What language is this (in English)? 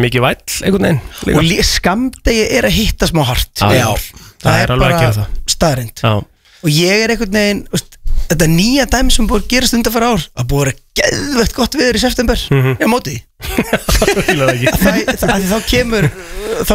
Icelandic